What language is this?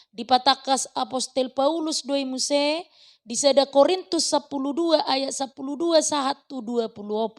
Batak Toba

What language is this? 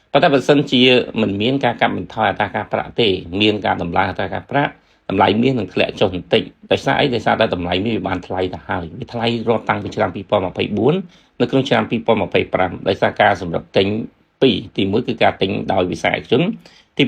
Khmer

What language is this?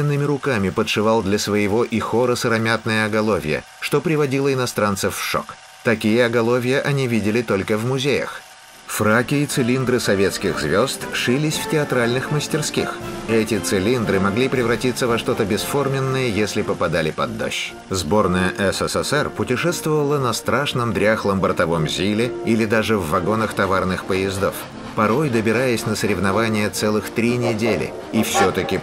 Russian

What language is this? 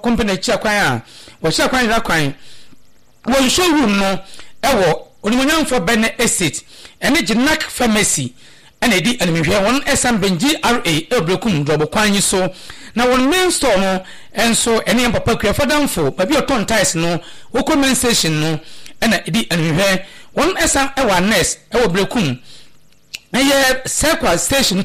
Akan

